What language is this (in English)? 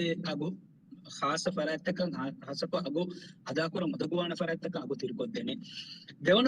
Divehi